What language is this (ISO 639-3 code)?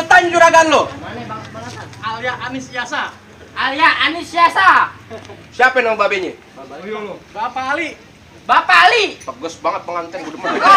bew